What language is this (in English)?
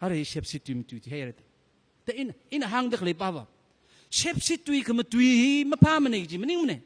Tangkhul Naga (India)